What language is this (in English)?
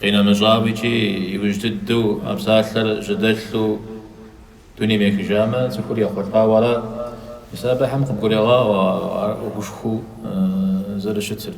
Kabardian